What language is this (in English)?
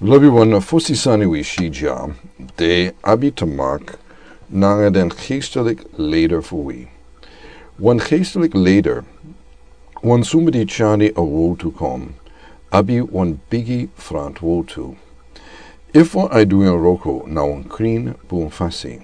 Sranan Tongo